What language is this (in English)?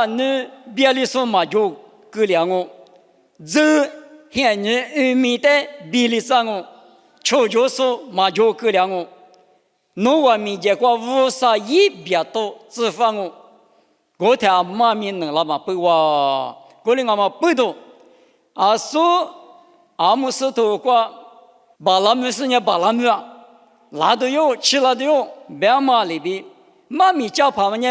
Lisu